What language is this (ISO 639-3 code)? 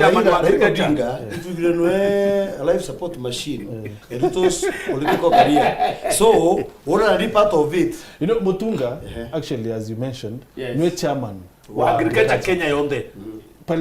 mer